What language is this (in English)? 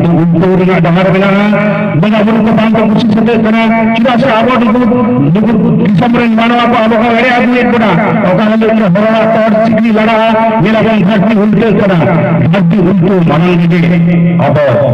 Santali